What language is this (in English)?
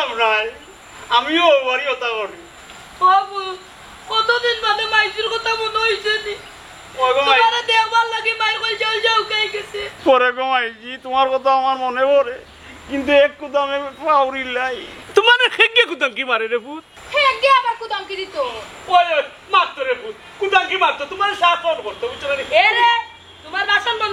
Sylheti